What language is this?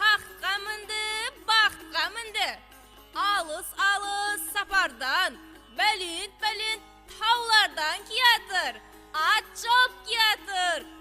Kara-Kalpak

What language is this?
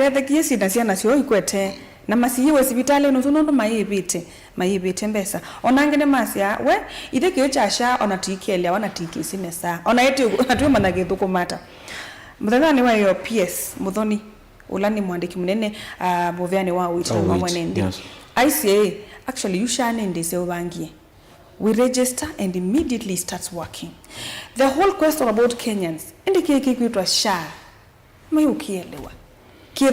Kamba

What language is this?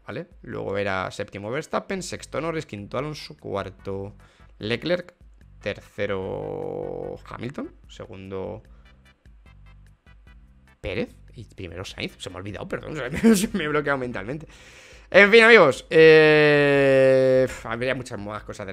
Spanish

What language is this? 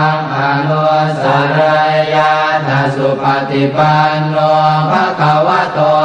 Pali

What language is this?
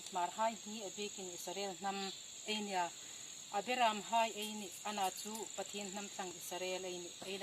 Hmar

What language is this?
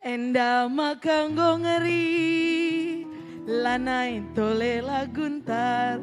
Batak Karo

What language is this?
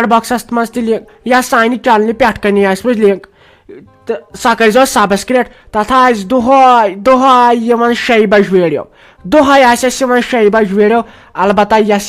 Kashmiri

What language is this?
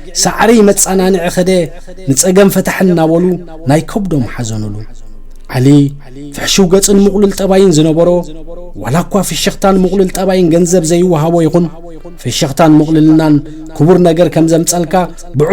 Tigrinya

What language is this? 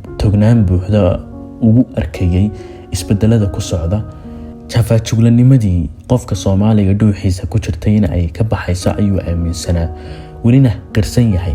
Somali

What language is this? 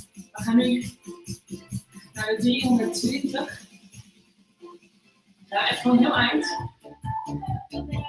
Dutch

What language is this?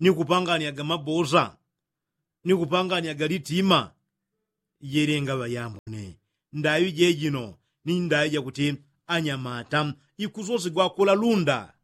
Yao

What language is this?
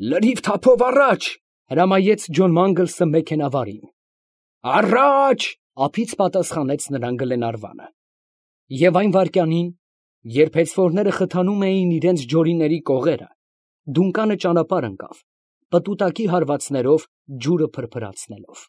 Armenian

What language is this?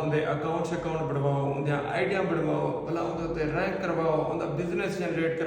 Saraiki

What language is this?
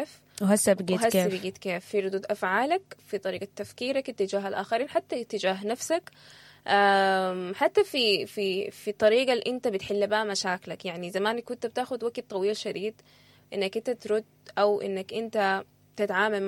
Sudanese Arabic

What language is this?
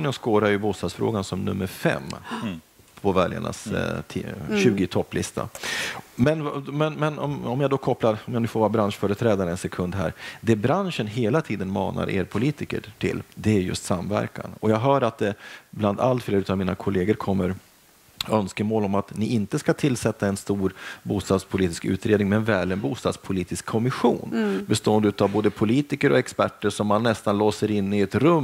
Swedish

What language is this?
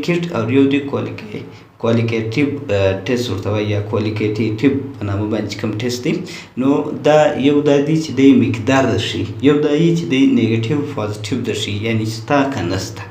Pashto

